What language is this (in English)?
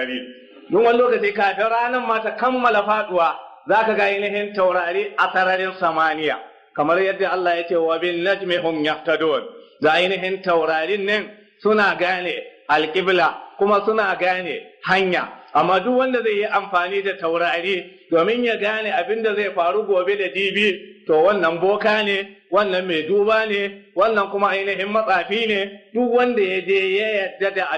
Hausa